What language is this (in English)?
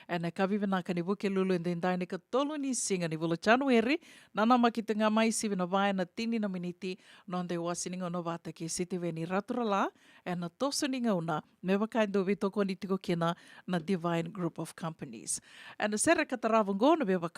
Fijian